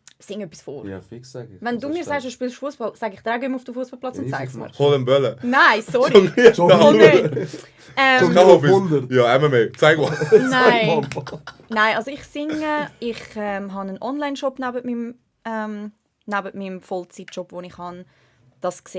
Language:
Swiss German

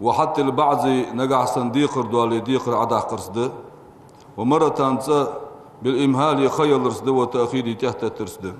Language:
Ingush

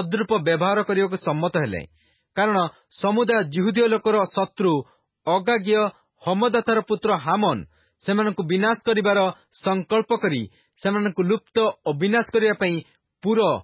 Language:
Odia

